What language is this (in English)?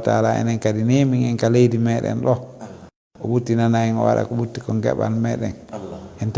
Fula